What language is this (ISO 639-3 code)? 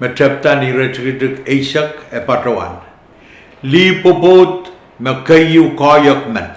pon